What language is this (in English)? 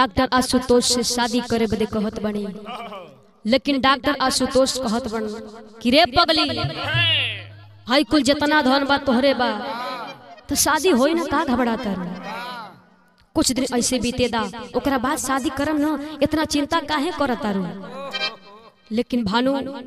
Bhojpuri